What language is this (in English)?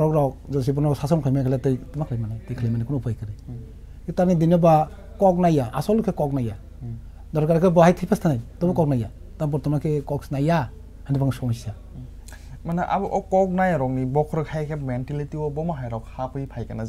Kok Borok